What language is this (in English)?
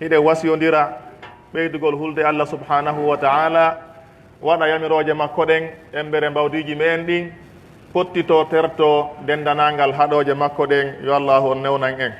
Pular